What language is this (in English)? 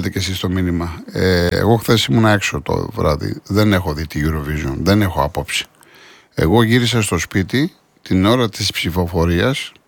Greek